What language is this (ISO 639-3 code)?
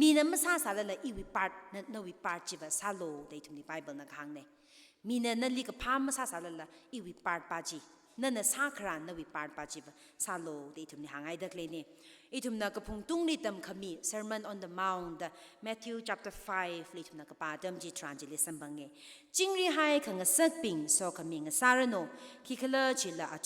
nmf